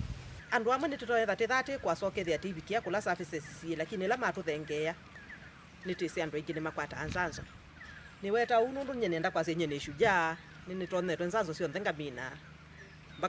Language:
Kamba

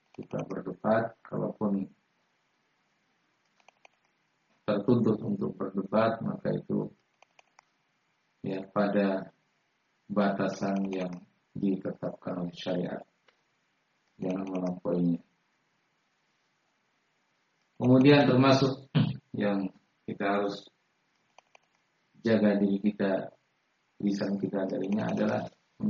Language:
Indonesian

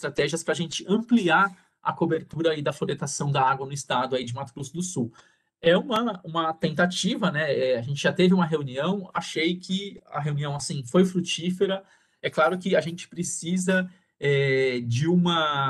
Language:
Portuguese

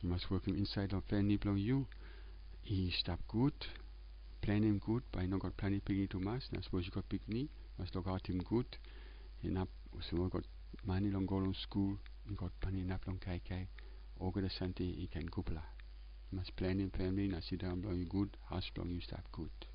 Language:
Tok Pisin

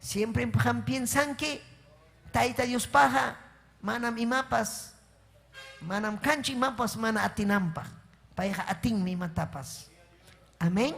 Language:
Ayacucho Quechua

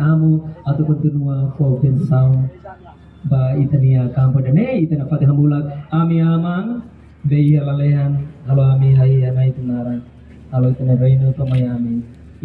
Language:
Tetum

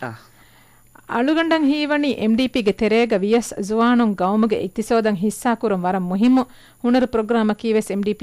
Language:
Divehi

